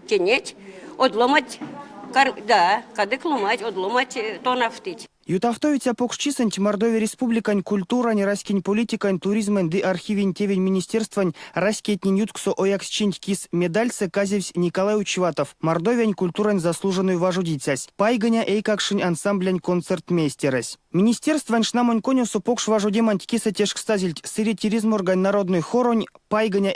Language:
Erzya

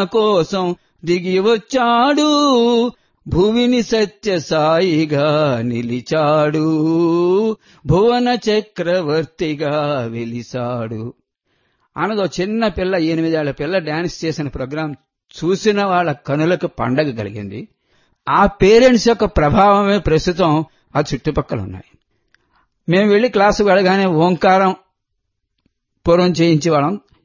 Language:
Telugu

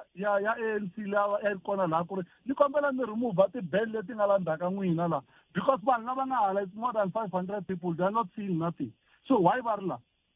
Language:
Tsonga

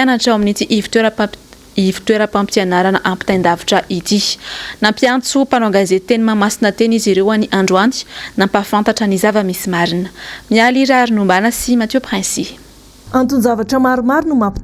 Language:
Malagasy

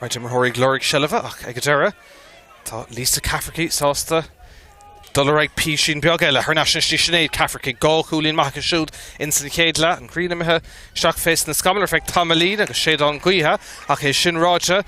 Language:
Irish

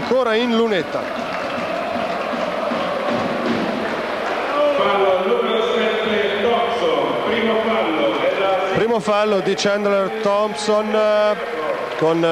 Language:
Italian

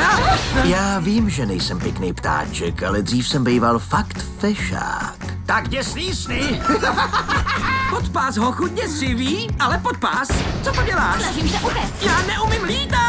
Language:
Czech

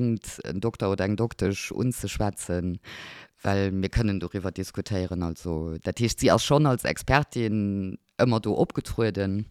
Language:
Luxembourgish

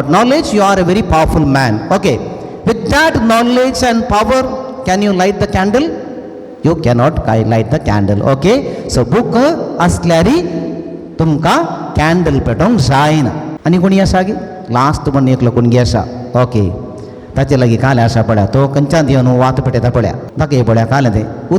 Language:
Konkani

